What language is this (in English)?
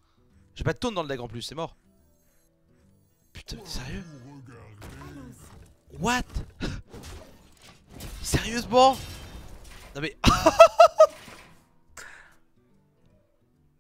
French